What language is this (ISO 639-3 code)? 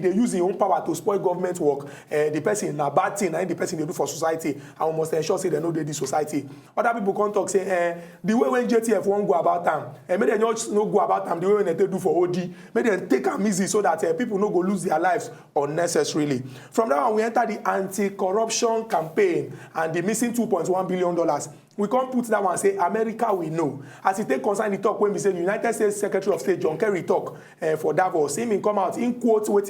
pcm